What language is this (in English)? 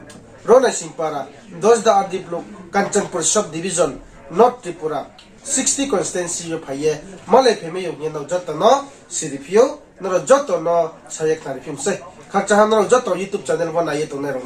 Riang (India)